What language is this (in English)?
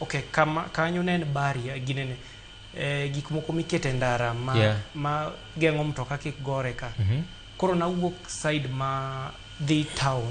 Luo (Kenya and Tanzania)